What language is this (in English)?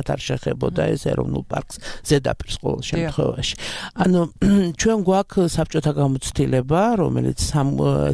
Georgian